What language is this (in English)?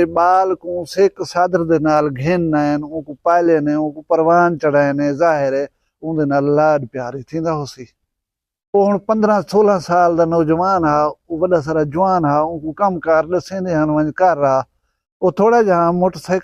Saraiki